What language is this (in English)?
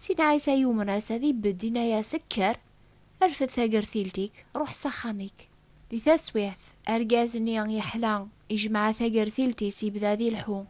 Kabyle